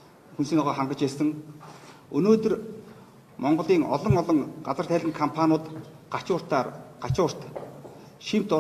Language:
Mongolian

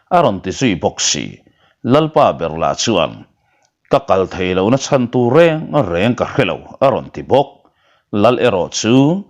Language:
Mizo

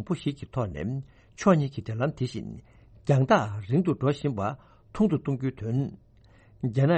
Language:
Tibetan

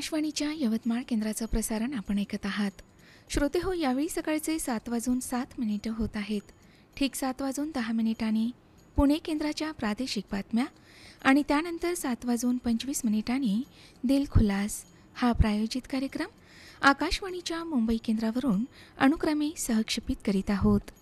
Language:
Marathi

